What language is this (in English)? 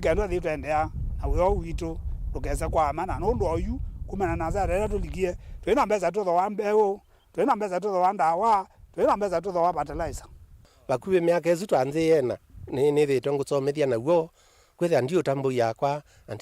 Kamba